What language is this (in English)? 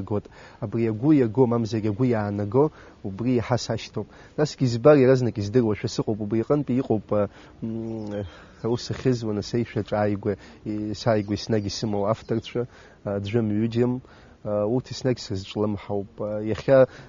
Abkhazian